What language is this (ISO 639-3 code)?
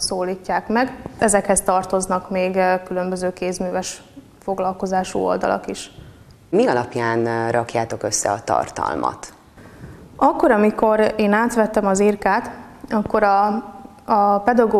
hun